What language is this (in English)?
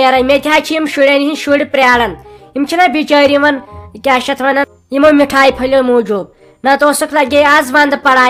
Kashmiri